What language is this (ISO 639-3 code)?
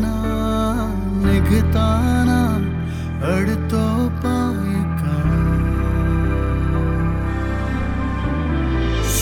mar